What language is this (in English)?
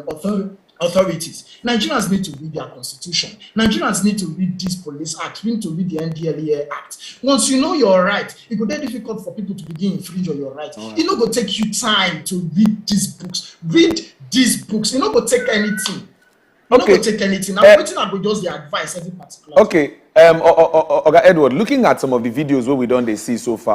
Nigerian Pidgin